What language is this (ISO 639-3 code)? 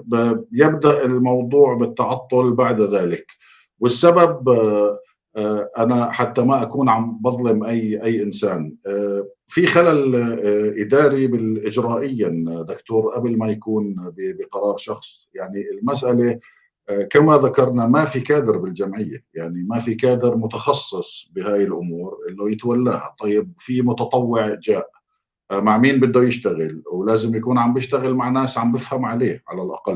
apc